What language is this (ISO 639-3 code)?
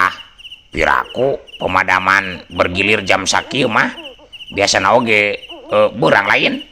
sun